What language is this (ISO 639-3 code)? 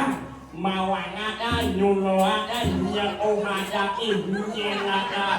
ban